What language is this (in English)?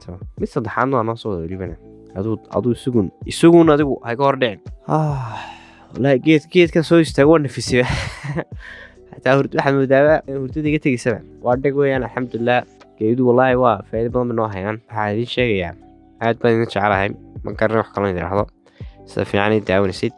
Somali